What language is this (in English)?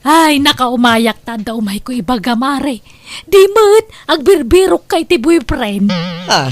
Iloko